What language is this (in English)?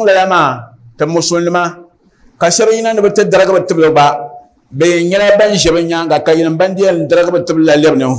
Dagbani